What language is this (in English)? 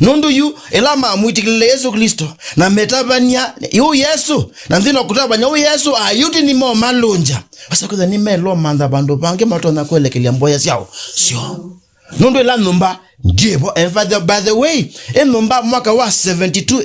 Kamba